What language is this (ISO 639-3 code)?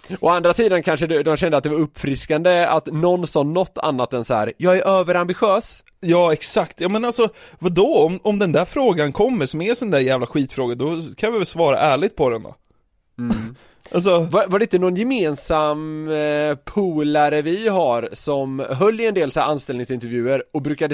swe